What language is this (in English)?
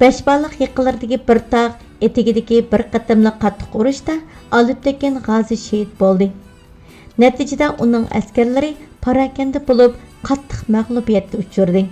Uyghur